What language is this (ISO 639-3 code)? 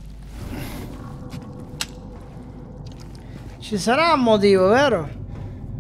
ita